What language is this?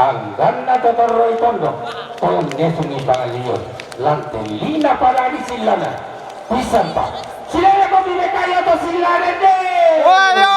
Toraja-Sa'dan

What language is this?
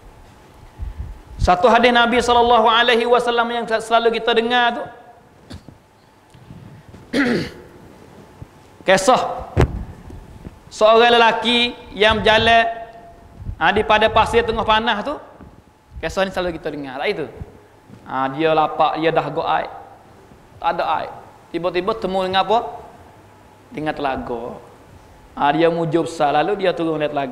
Malay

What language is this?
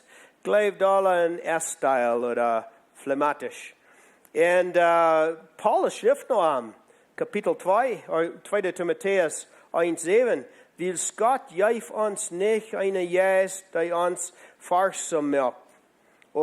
Plautdietsch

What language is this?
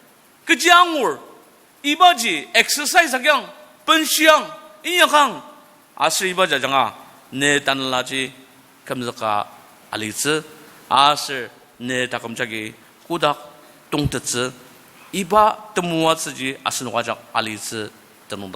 Ao Naga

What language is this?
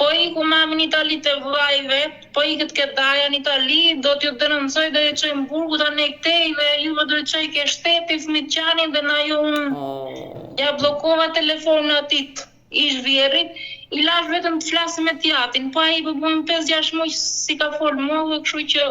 Albanian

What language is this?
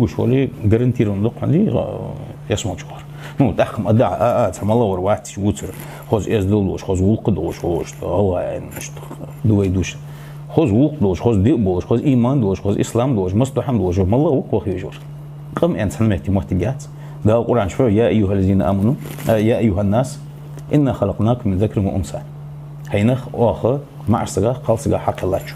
Ingush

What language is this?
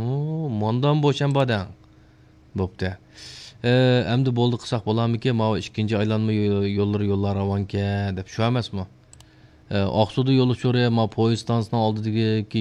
Uyghur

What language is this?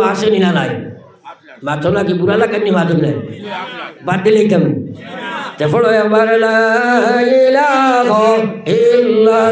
Sylheti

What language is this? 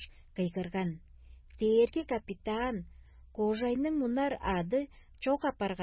Tuvinian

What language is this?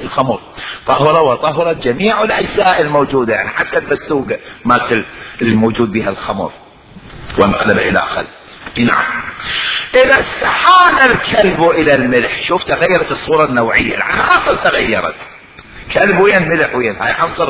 Mesopotamian Arabic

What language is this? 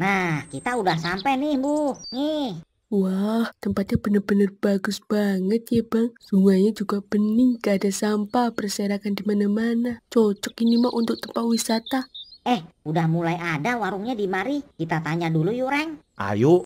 Betawi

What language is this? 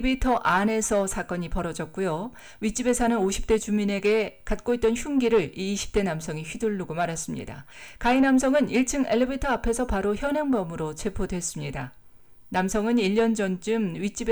Korean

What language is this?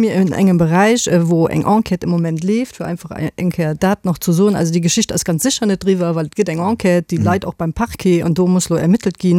Luxembourgish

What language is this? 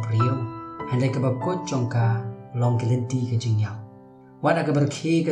Khasi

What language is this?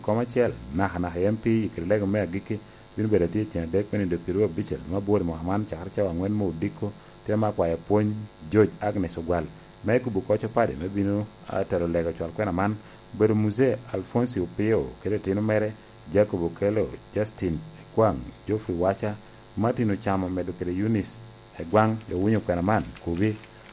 Lango (Uganda)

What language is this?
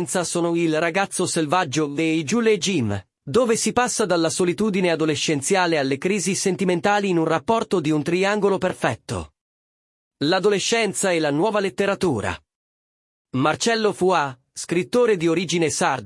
Italian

